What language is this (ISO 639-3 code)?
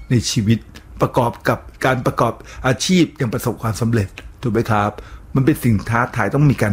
tha